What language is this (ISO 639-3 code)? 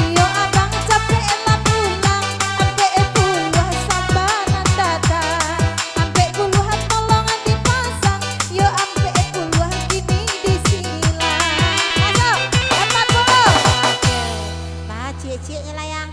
min